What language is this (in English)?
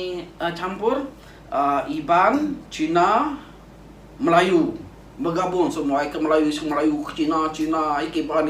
Iban